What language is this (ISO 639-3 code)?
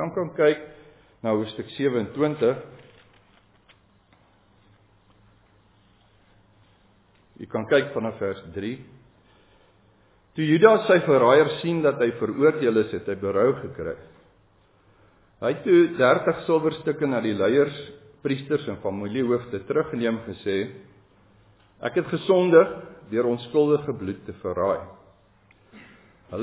afr